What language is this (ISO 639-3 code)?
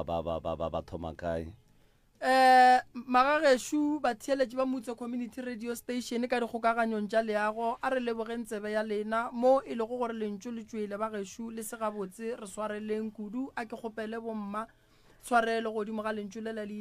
nso